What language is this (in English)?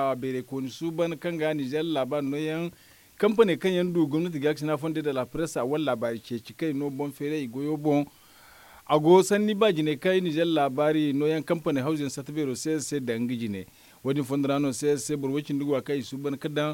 Zarma